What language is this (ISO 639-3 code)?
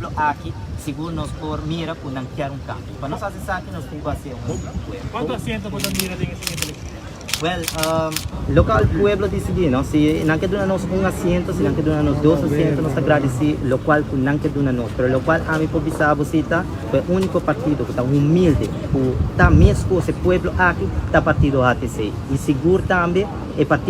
pap